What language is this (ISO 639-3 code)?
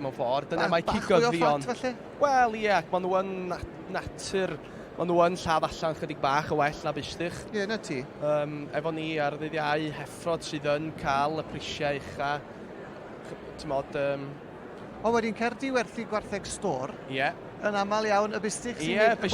cym